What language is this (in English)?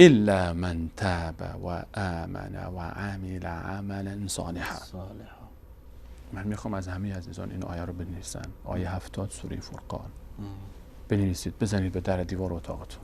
Persian